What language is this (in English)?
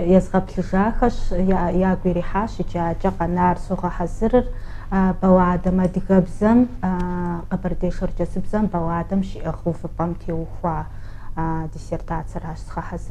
Kabardian